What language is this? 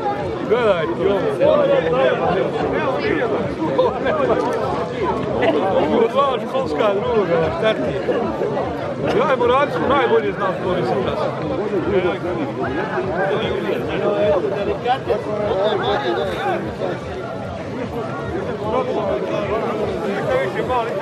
Croatian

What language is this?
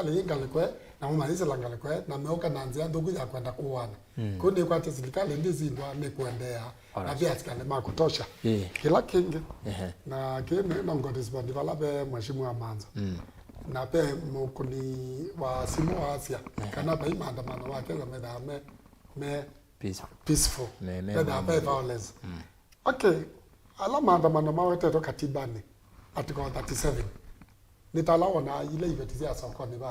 Kamba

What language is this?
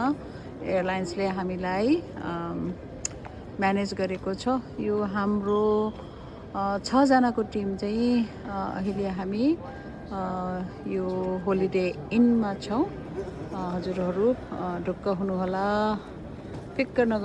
Nepali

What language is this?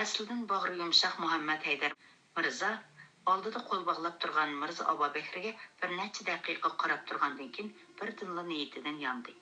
Uyghur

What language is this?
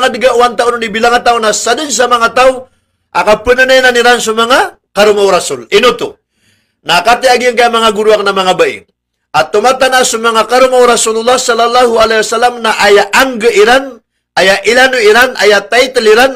Maranao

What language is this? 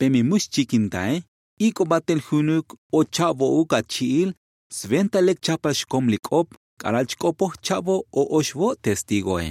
Tzotzil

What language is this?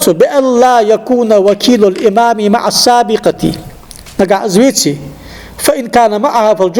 Ingush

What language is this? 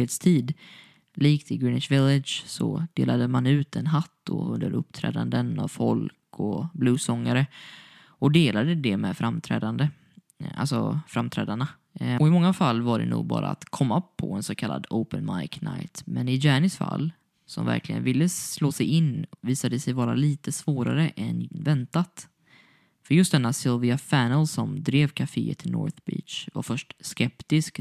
Swedish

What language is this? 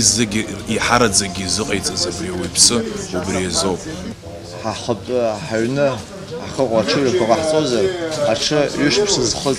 Abkhazian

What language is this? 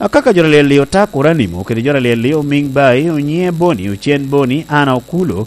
Lango (Uganda)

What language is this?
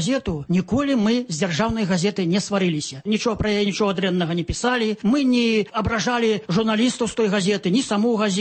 Belarusian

